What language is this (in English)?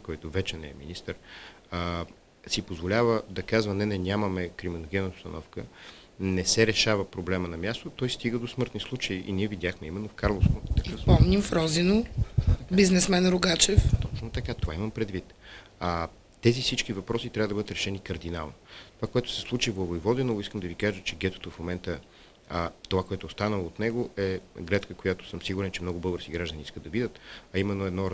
Bulgarian